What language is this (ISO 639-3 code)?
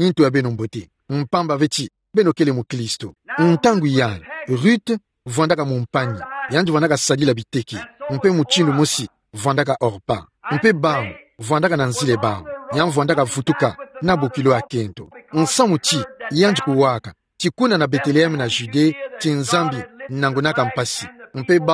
ktu